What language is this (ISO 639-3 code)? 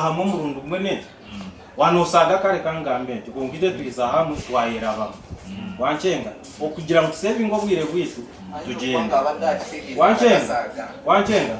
nyn